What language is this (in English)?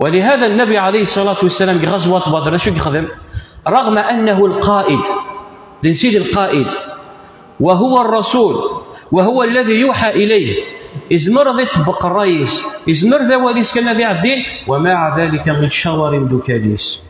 Kabyle